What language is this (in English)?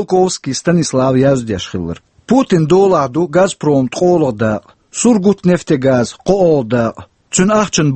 Chechen